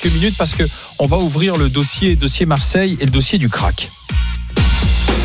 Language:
French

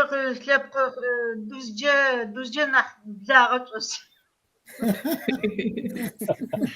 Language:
Kabardian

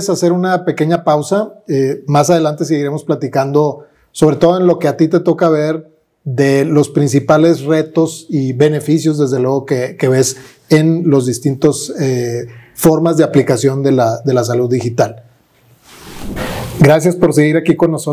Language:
Spanish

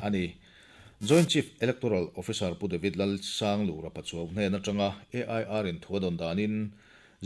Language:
Mizo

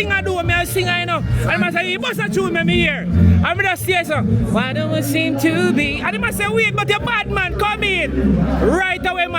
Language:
Jamaican Creole English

